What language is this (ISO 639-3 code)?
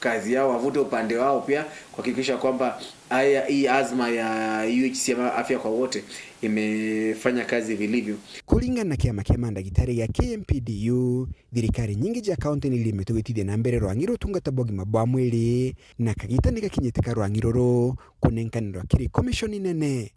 mer